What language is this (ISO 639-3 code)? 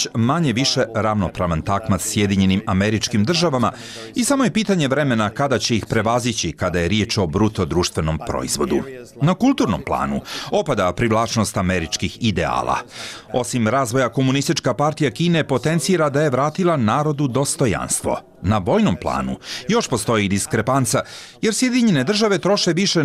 bos